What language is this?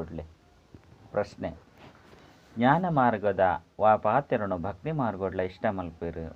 Tulu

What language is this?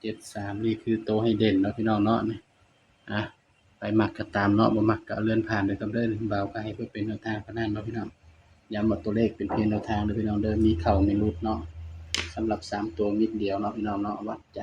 Northeastern Thai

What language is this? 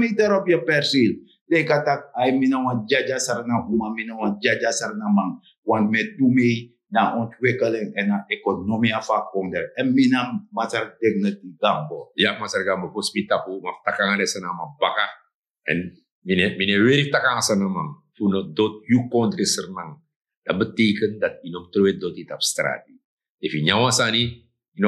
Sranan Tongo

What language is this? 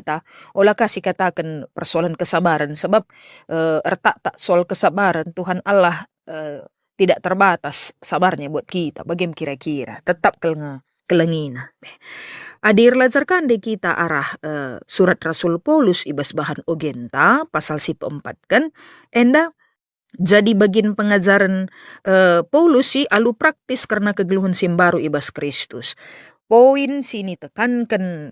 Batak Karo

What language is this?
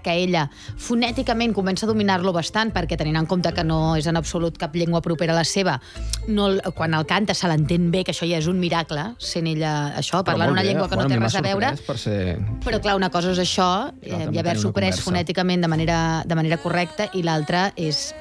Catalan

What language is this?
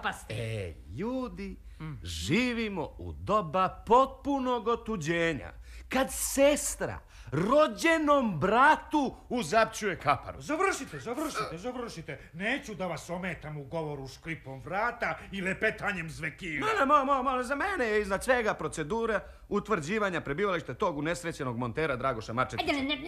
Serbian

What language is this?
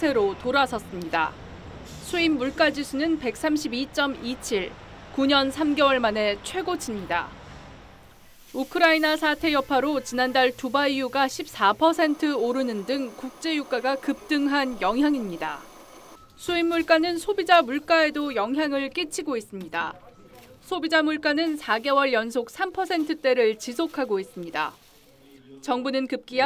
Korean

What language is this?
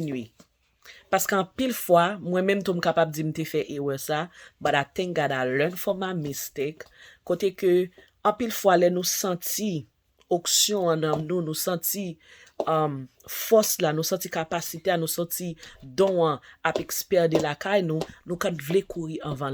Haitian Creole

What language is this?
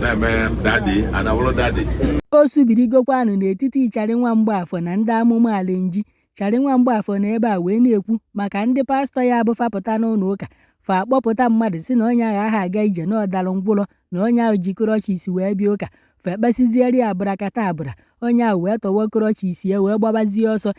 Igbo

